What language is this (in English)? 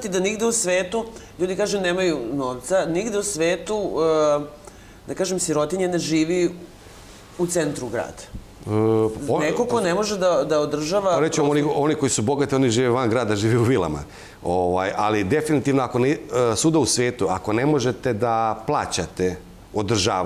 Serbian